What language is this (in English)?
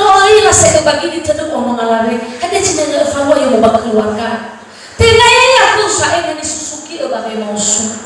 Nias